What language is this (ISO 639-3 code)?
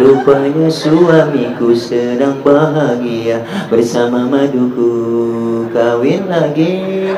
bew